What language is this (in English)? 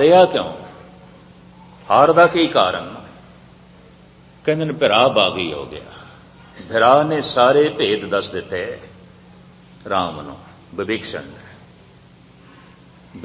Punjabi